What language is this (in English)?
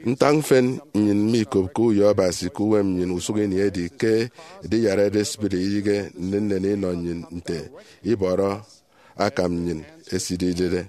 Efik